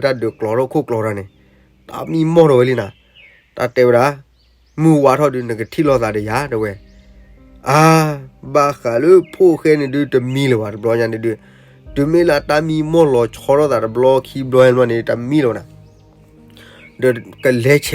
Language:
S'gaw Karen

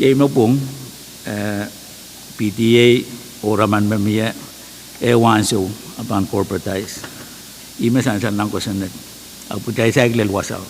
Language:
Pohnpeian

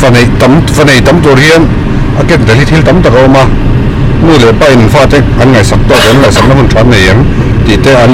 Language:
Mizo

